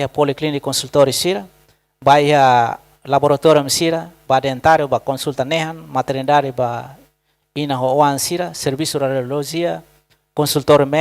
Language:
Tetum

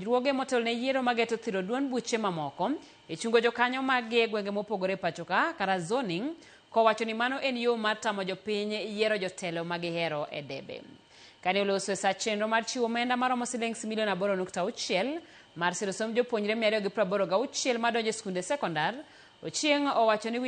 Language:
Luo (Kenya and Tanzania)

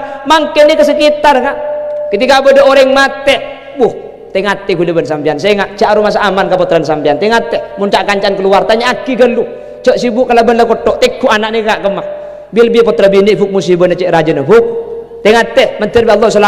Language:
Madurese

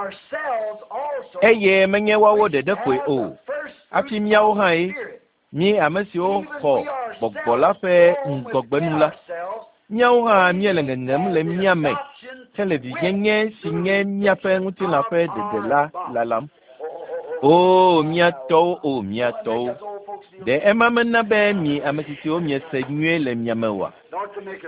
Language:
Ewe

